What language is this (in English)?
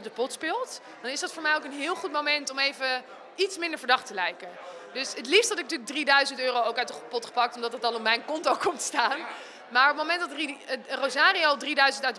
Dutch